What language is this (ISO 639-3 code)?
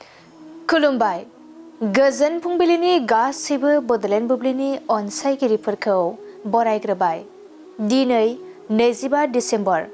brx